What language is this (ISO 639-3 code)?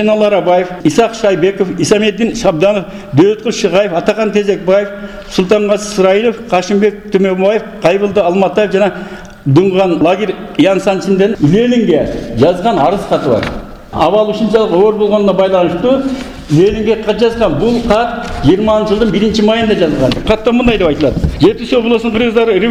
kir